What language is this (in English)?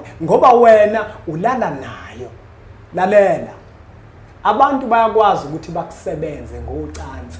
Zulu